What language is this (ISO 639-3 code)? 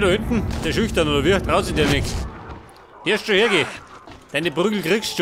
bar